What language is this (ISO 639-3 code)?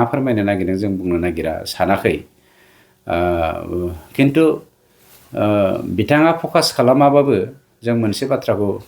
brx